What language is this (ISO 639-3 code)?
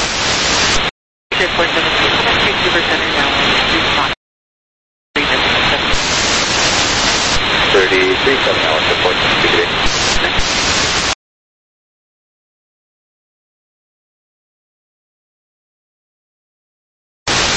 eng